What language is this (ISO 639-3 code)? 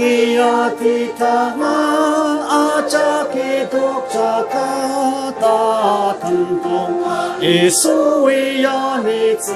njo